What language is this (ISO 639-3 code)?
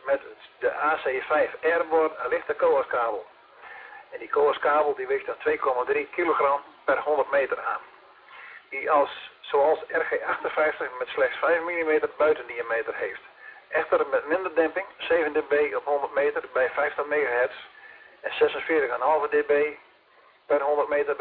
nld